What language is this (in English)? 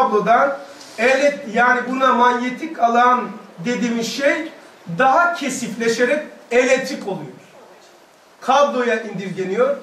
Turkish